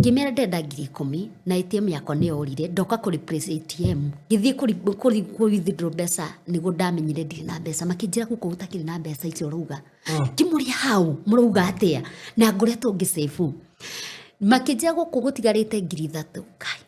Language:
Kikuyu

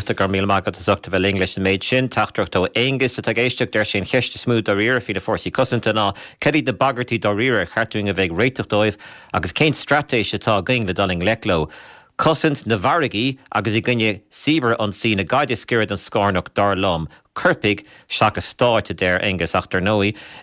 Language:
Irish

